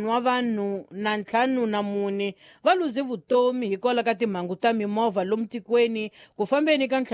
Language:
Tsonga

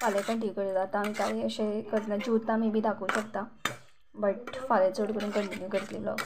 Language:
Konkani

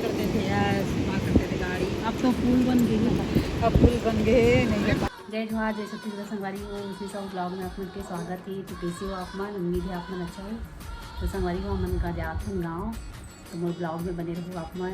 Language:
Chhattisgarhi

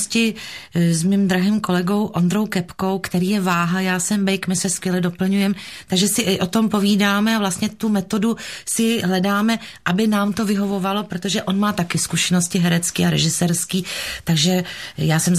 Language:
Czech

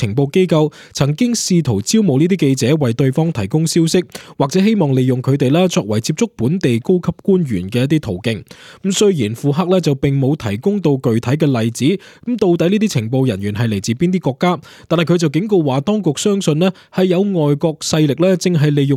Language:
Cantonese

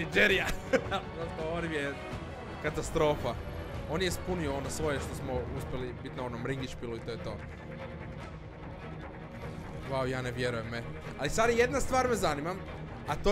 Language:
Croatian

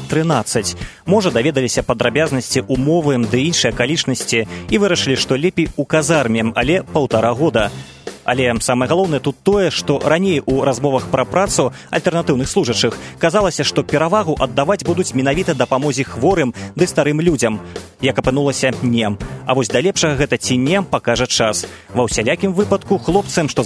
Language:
Belarusian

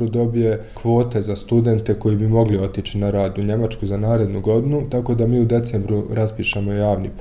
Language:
Bosnian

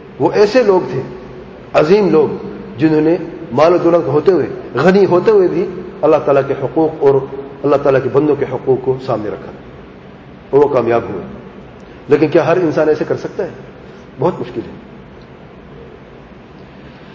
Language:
Urdu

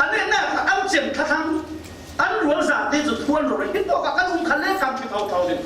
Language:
Falam Chin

